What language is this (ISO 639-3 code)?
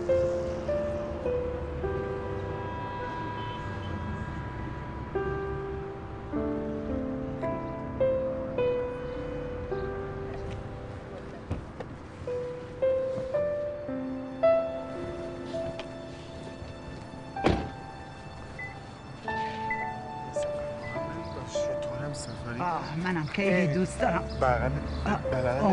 fas